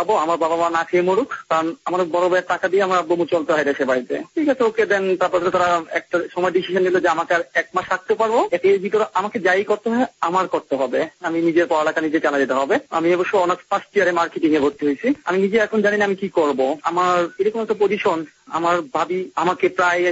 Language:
Bangla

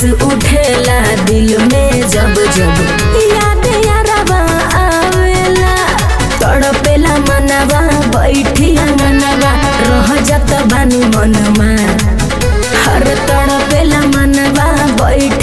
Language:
Bhojpuri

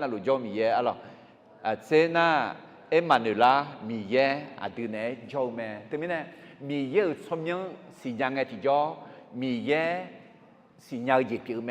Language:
Akha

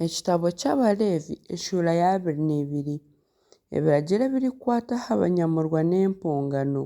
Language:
Nyankole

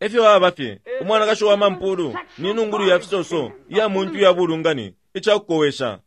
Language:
Bemba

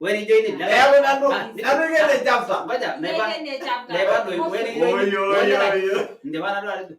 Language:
Masai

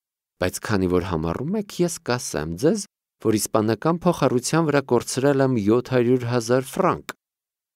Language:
Armenian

